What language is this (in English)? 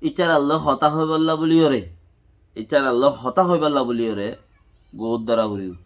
Rohingya